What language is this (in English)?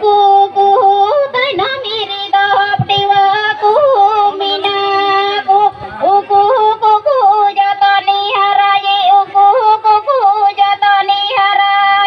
Santali